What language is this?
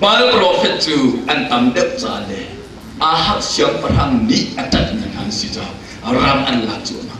Hakha Chin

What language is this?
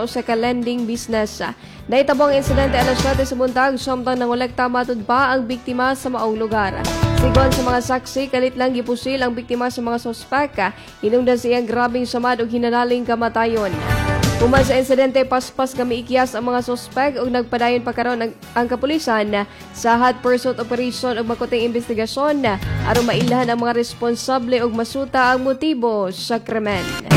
Cebuano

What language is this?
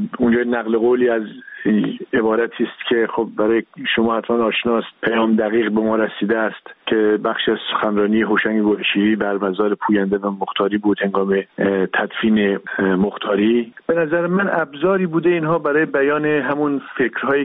Persian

